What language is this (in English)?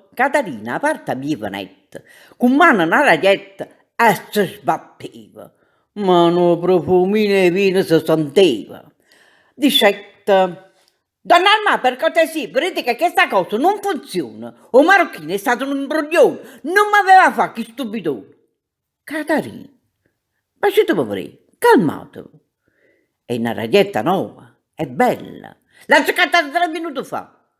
Neapolitan